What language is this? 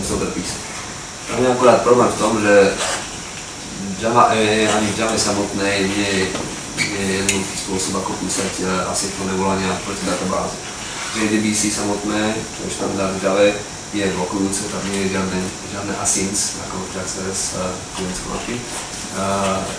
Slovak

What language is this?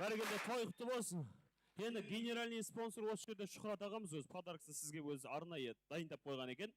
Kara-Kalpak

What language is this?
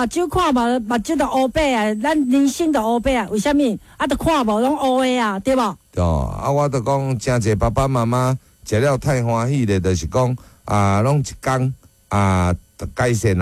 Min Nan Chinese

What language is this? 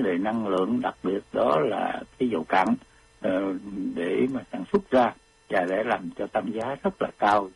Vietnamese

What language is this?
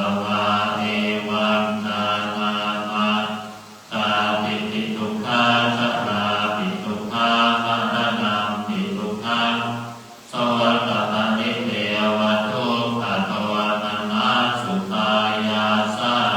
Pali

